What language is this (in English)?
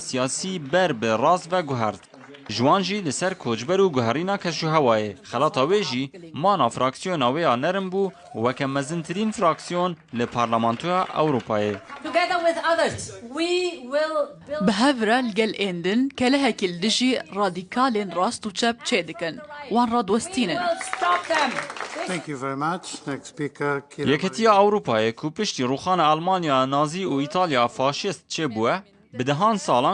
Kurdish